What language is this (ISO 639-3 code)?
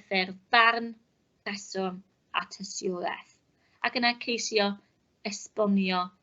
cym